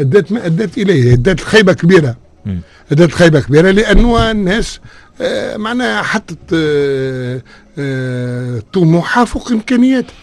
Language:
Tunisian Arabic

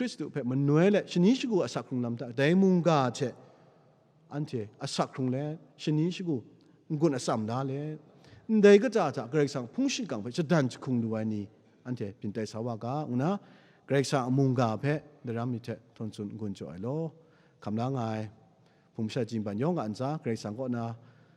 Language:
Kachin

